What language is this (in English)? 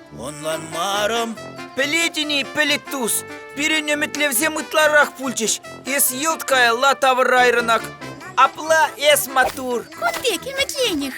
Chuvash